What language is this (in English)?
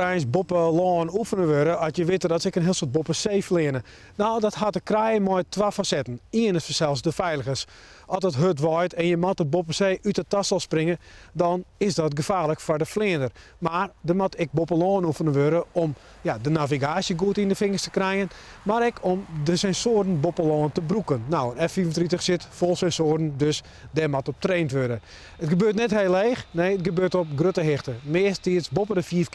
Western Frisian